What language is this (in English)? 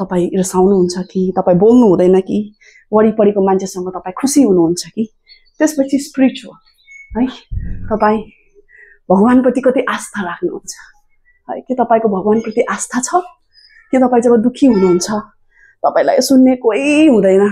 Nepali